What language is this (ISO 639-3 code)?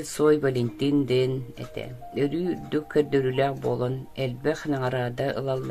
sah